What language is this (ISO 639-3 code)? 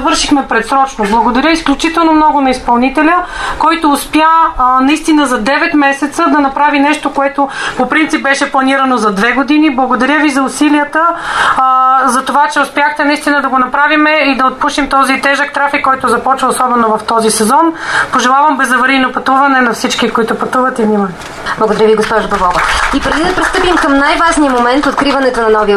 bul